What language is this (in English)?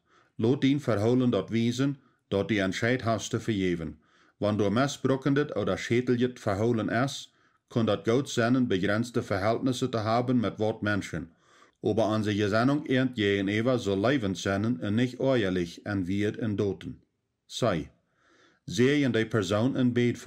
Plautdietsch